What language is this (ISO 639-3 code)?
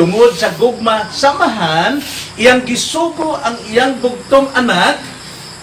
ceb